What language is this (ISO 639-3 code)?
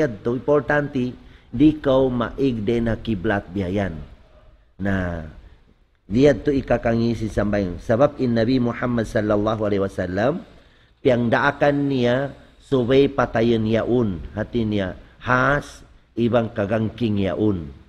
tsg